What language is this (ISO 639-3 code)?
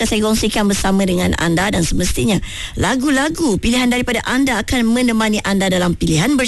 msa